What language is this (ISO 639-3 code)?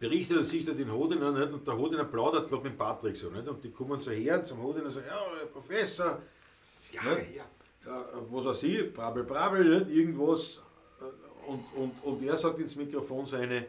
bar